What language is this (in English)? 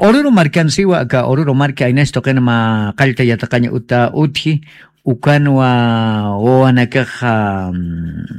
Aymara